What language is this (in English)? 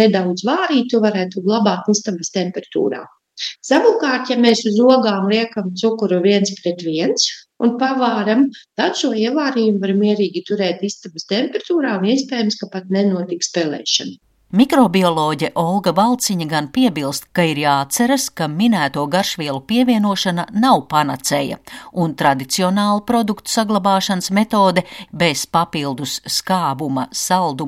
Latvian